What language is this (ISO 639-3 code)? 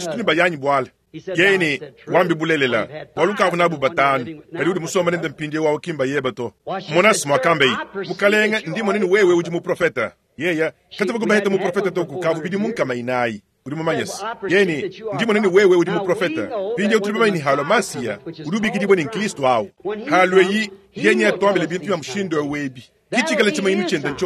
lua